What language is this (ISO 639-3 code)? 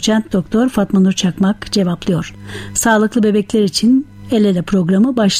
tur